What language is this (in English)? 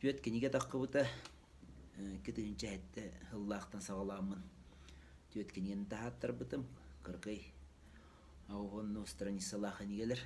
Yakut